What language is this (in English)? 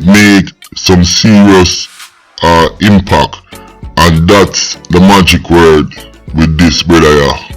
Jamaican Creole English